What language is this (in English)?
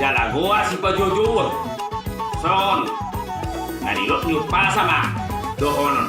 Batak Toba